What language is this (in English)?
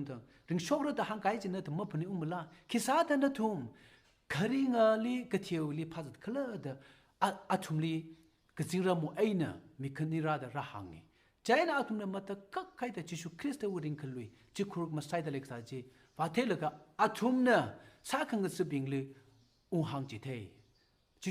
Tangkhul Naga (India)